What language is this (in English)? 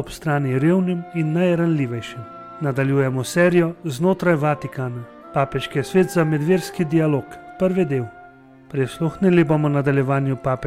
Slovenian